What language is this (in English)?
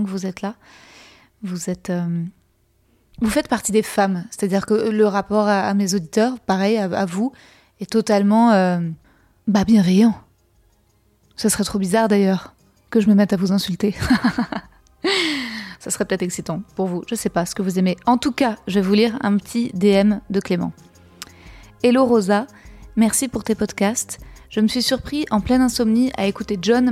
French